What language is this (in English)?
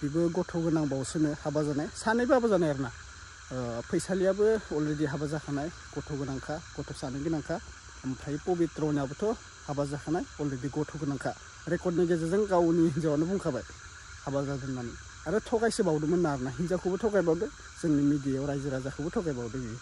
Bodo